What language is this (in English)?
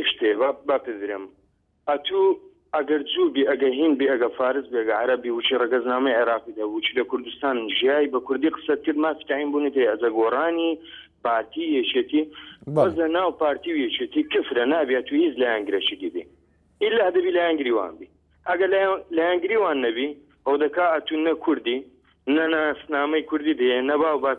Central Kurdish